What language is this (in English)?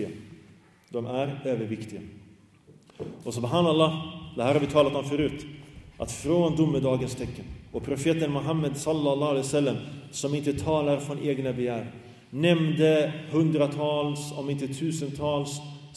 Swedish